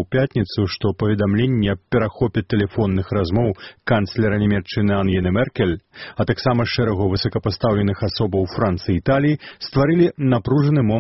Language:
Belarusian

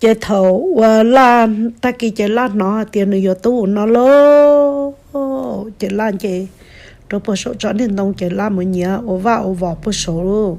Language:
Hmong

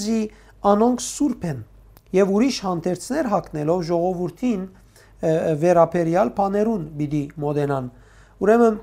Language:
Western Armenian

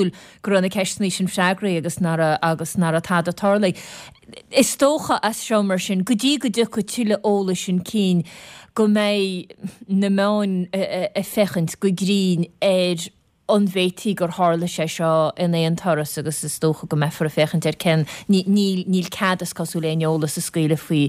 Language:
Irish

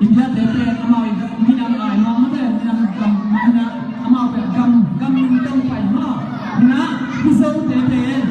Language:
Tedim Chin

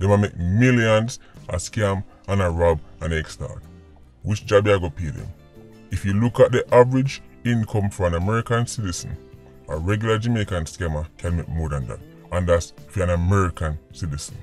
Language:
Jamaican Creole English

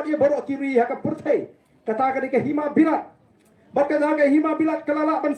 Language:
Khasi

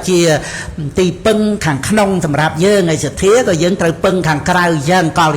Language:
Khmer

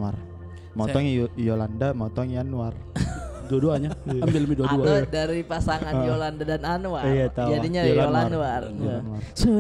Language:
Makassar Malay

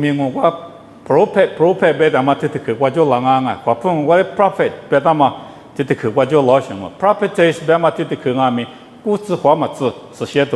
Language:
Lisu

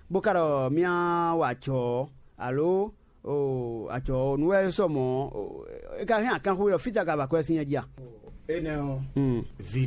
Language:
Fon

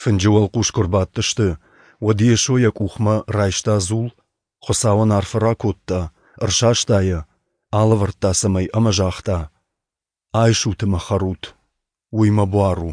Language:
Ossetic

